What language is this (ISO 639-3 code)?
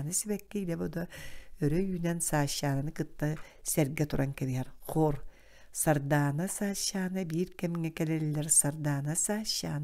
sah